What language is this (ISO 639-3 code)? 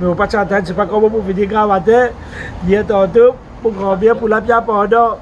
mfe